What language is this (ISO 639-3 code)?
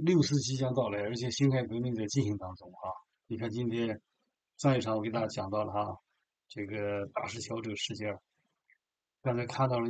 zho